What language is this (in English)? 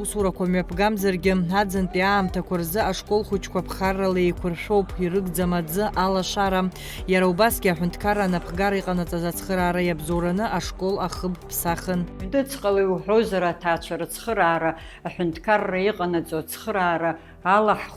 Abkhazian